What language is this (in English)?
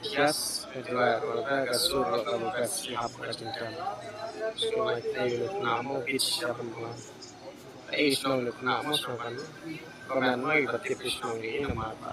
Khasi